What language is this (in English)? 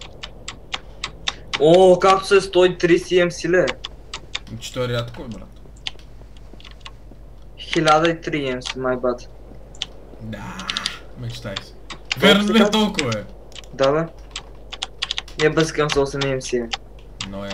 Bulgarian